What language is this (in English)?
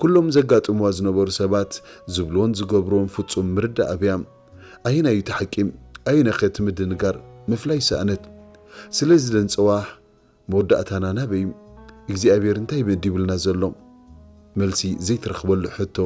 Tigrinya